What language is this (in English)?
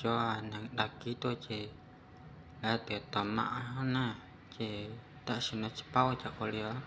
Hmong